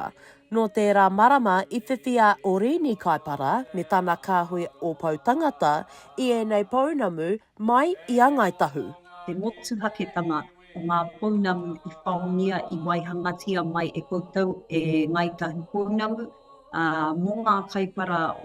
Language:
Māori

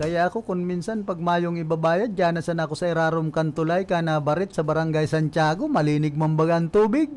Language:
Bikol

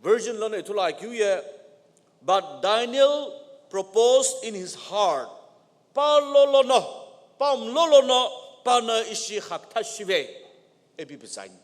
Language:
Sumi Naga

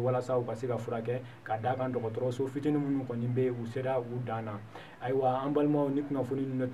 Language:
Bambara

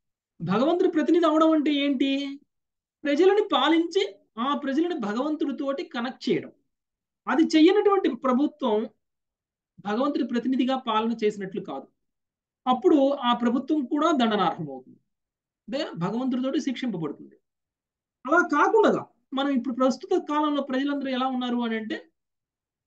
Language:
Telugu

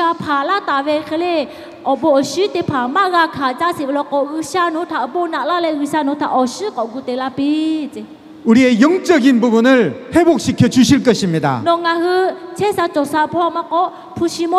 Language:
Lahu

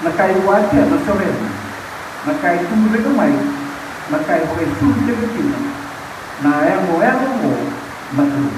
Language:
Fijian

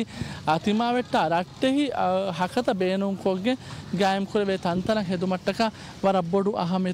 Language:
Divehi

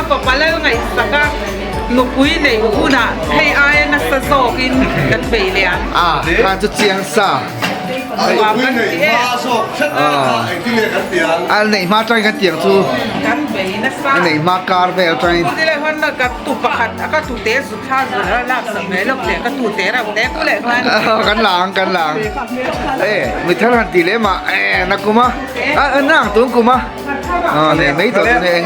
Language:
Mizo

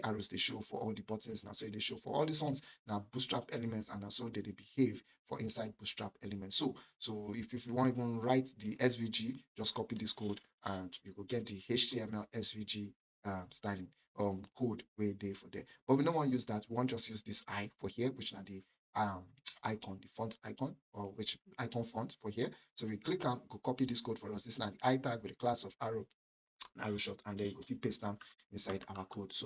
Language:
Nigerian Pidgin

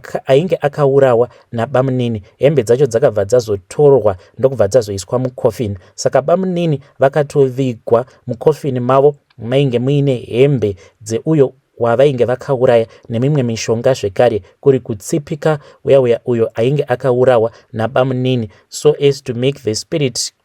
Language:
Shona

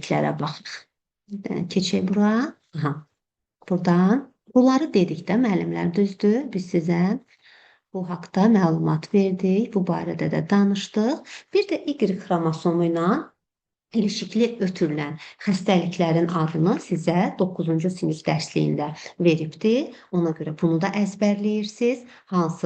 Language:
Azerbaijani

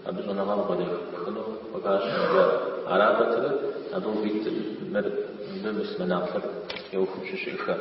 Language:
Kabardian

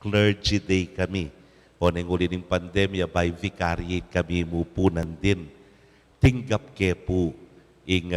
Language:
Pampanga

